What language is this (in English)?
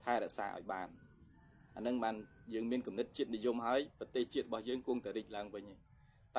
Khmer